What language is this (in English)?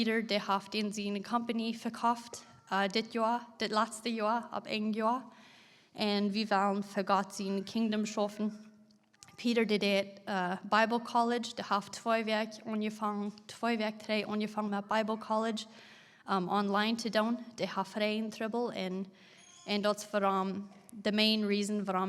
Plautdietsch